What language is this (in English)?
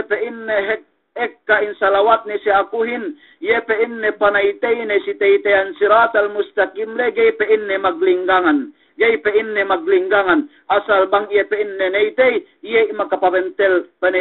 Yakan